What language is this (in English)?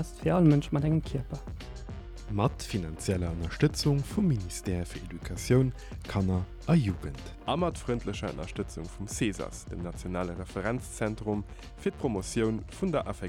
Luxembourgish